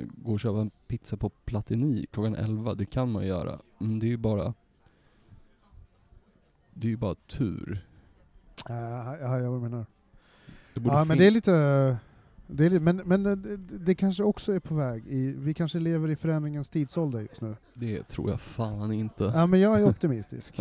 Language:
Swedish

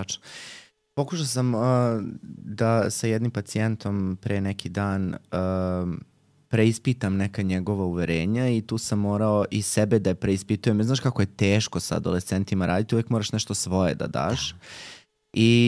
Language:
Serbian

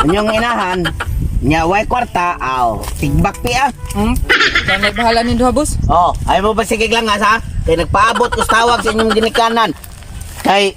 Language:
Cebuano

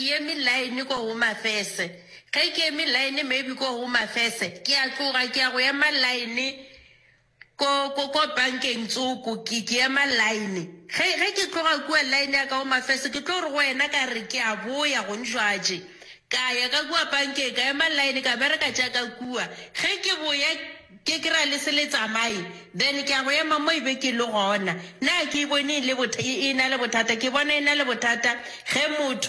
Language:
Northern Sotho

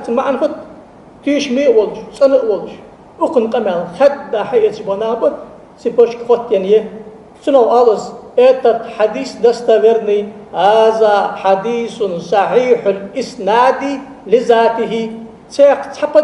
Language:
Ingush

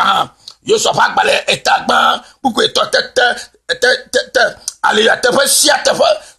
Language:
Ewe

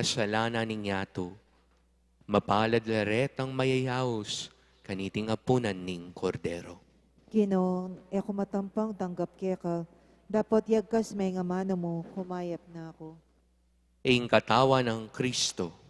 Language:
Pampanga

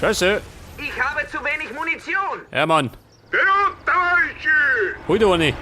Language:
Bavarian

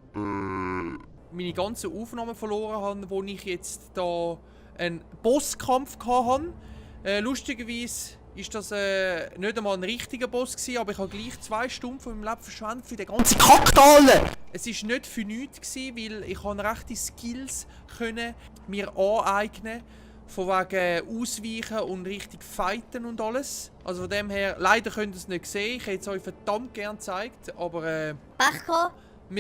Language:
Swiss German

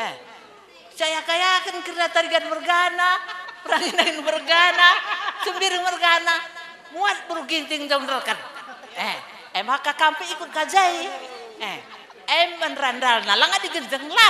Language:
Batak Karo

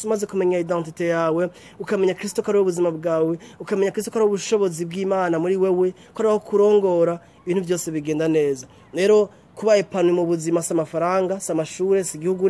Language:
Rundi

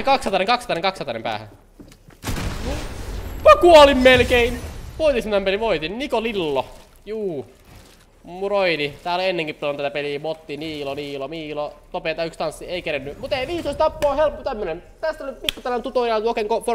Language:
Finnish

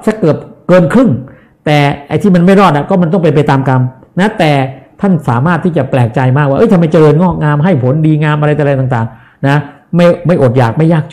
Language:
Thai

